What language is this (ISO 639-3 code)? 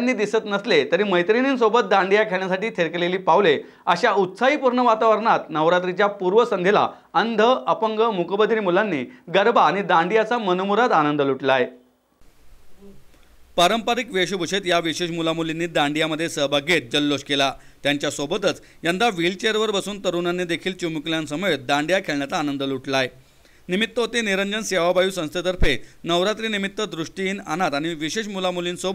mar